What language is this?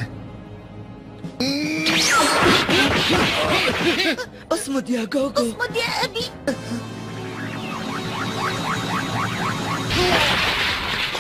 Arabic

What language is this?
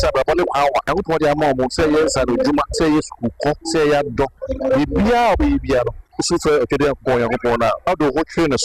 Akan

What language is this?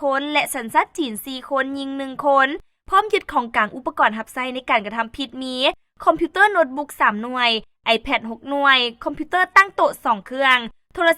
Lao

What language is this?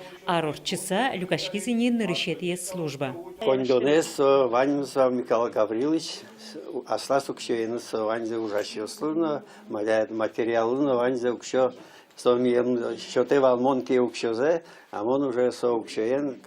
Udmurt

